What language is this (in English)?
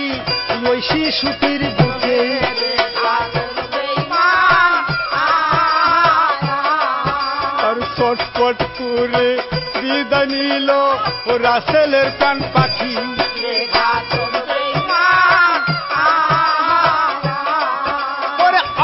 Bangla